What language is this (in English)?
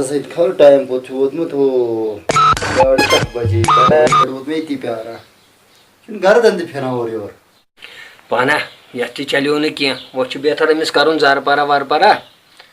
Kashmiri